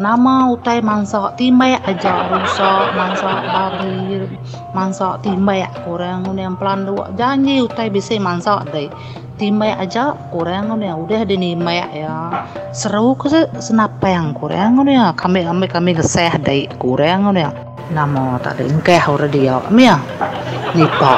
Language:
Iban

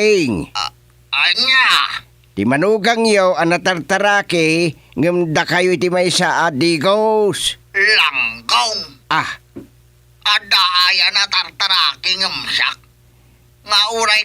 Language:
Iloko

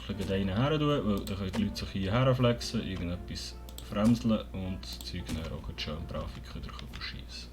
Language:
Swiss German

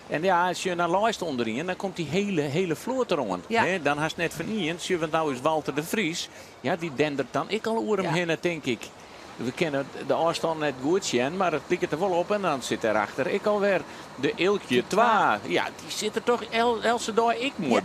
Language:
Western Frisian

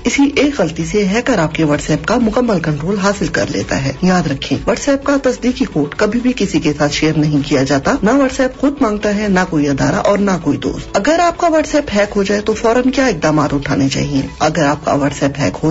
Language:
Urdu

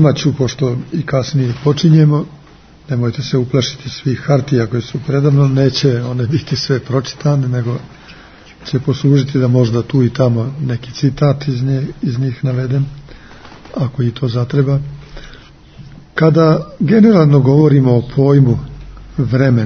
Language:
Serbian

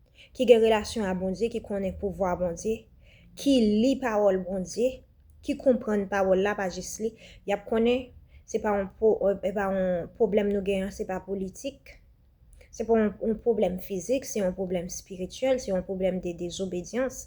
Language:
Haitian Creole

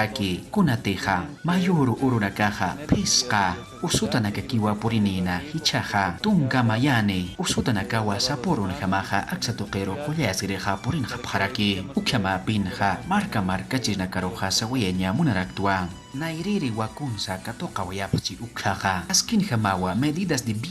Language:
Aymara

